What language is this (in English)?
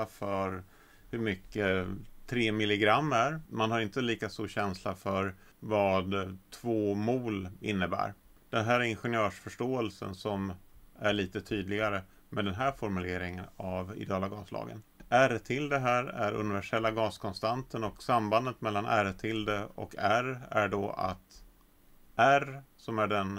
Swedish